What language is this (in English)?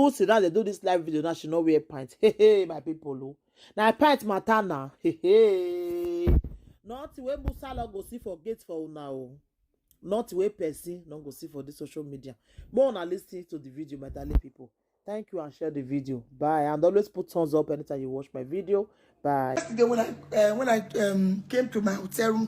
Nigerian Pidgin